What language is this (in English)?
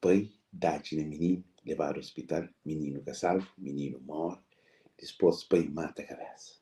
Kabuverdianu